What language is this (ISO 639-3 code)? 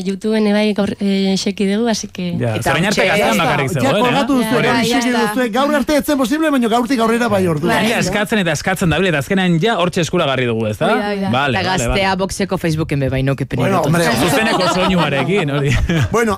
eus